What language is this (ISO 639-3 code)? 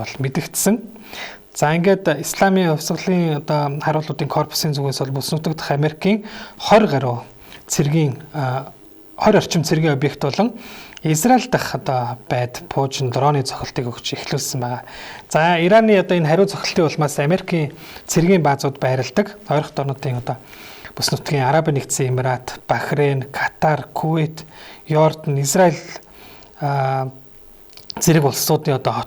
mon